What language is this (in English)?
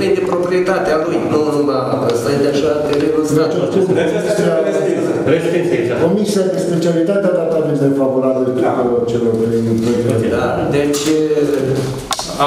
Romanian